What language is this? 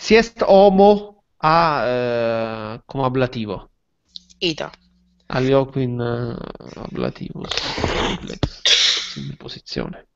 Latin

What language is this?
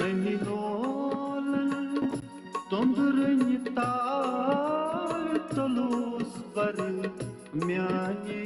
Kashmiri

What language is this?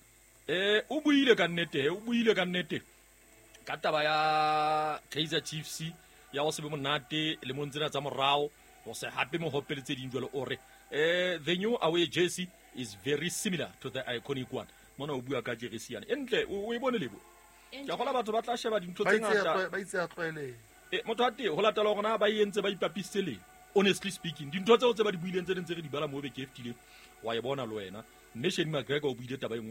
Southern Sotho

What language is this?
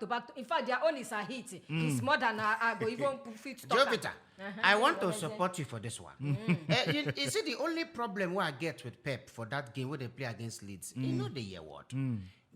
Nigerian Pidgin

